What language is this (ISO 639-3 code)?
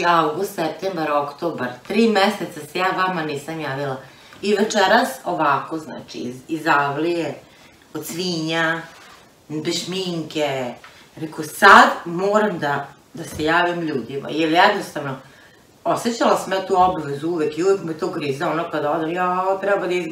srp